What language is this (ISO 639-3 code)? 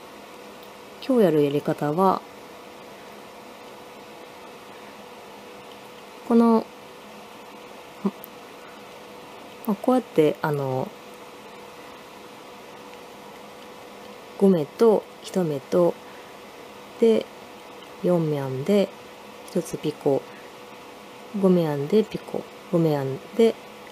jpn